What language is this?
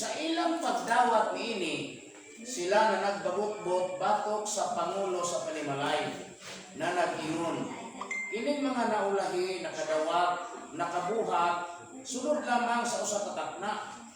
Cebuano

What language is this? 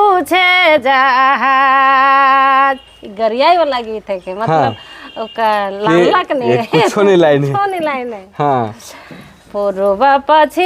Sadri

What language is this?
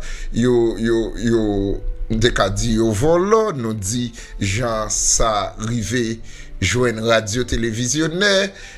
Haitian Creole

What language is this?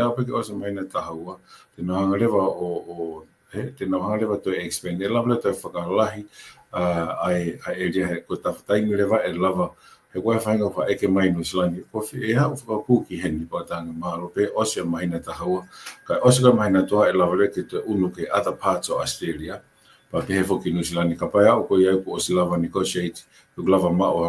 Tongan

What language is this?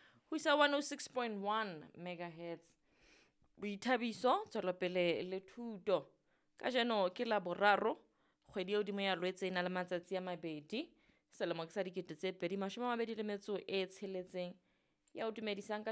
Southern Sotho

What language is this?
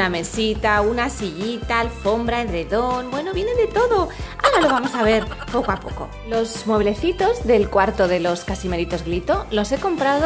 Spanish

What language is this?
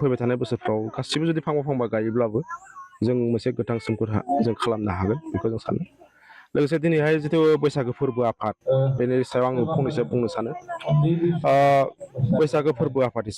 Bodo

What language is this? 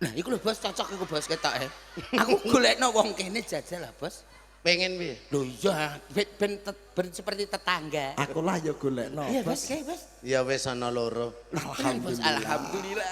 Javanese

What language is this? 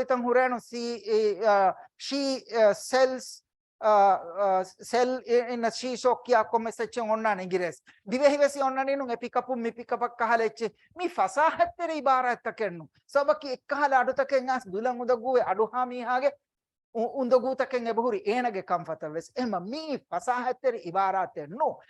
Divehi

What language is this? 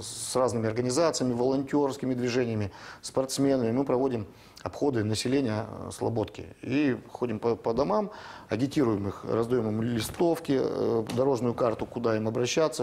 Russian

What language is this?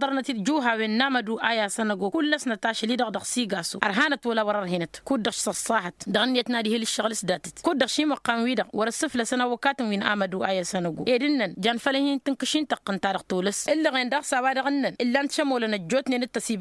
Tamasheq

